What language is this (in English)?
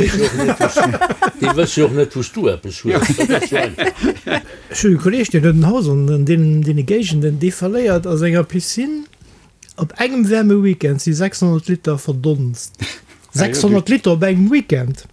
Luxembourgish